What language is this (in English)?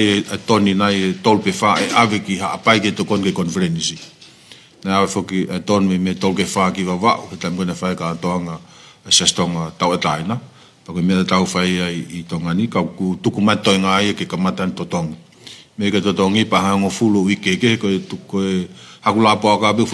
Tongan